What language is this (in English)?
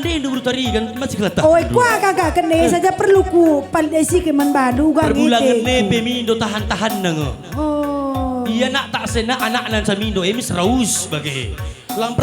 Batak Karo